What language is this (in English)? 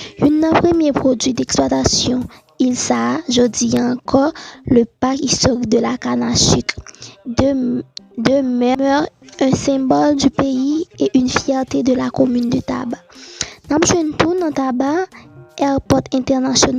Haitian Creole